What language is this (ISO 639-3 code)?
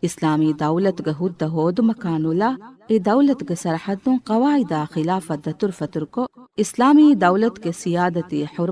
div